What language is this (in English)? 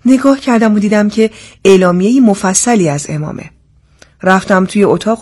Persian